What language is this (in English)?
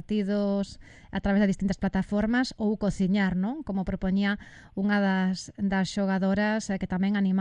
Galician